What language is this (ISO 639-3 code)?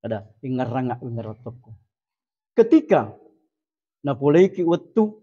bug